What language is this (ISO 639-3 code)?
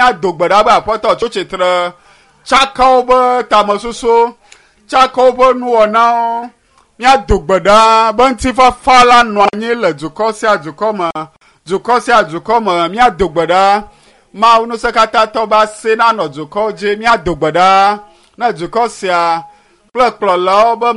ewe